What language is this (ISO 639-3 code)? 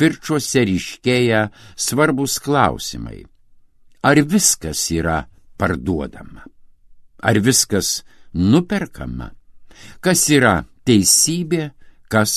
lit